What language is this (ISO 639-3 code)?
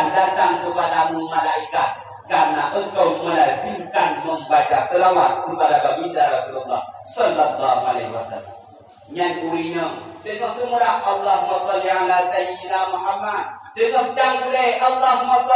ace